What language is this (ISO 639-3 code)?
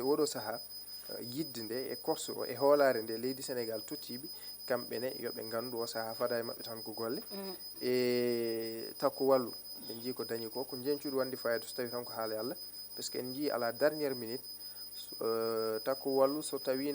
ful